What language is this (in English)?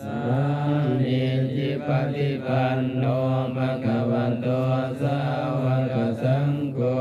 Pali